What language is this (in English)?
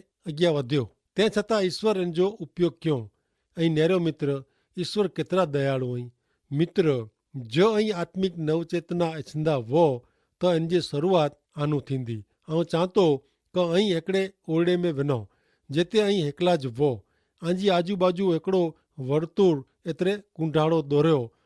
Kachhi